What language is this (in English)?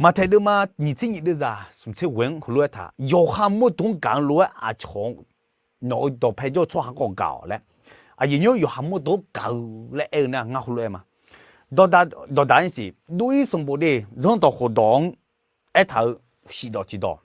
Akha